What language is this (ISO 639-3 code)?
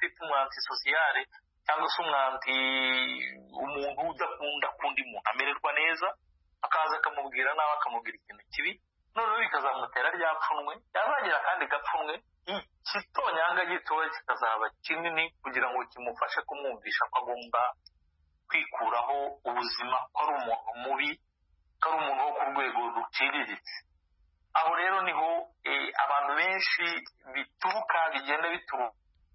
kin